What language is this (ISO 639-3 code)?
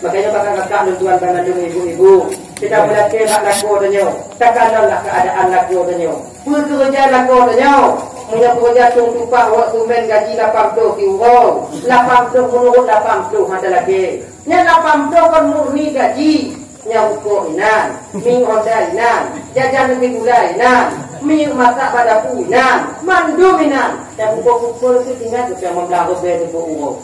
ace